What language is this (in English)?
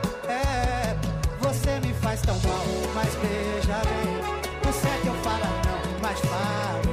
Portuguese